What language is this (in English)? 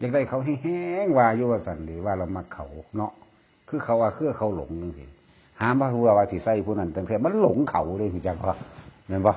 Northeastern Thai